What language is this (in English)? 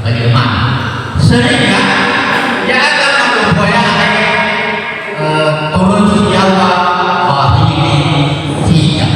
Nias